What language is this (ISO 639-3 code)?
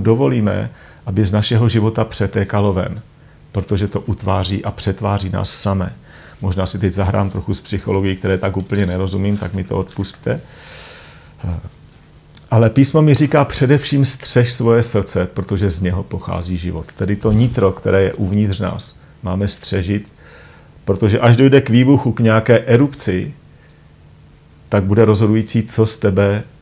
ces